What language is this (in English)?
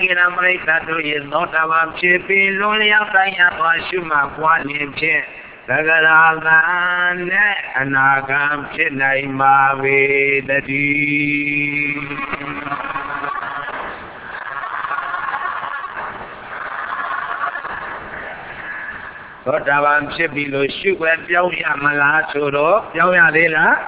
Burmese